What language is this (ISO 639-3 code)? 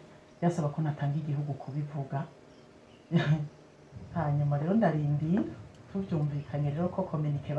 run